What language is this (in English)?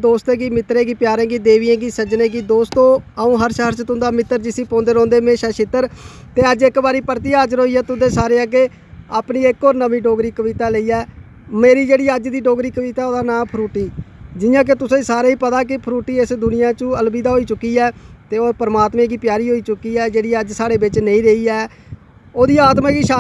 Dogri